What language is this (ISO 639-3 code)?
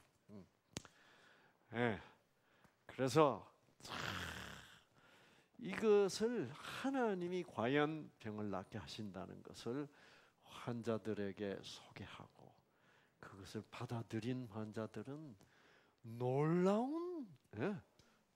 kor